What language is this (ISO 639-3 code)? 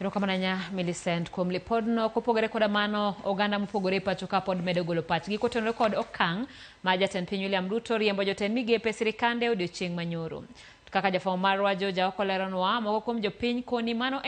luo